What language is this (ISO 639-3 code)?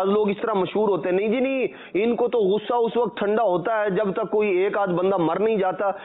urd